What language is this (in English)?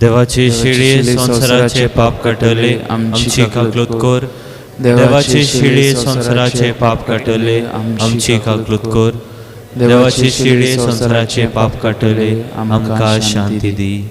Konkani